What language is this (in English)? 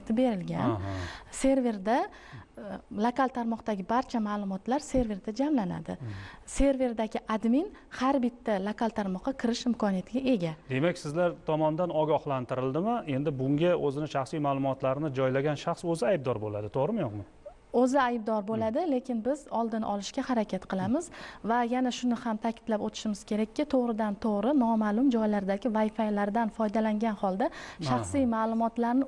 Uzbek